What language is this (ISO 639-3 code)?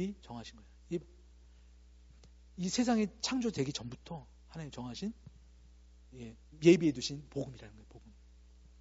kor